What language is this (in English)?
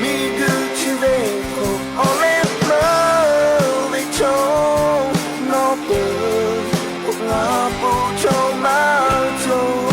Lahu